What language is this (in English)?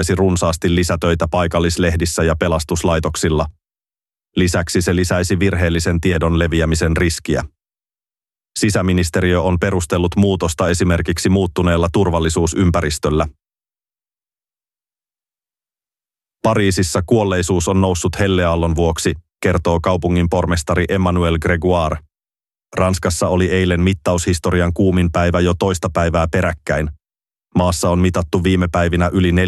Finnish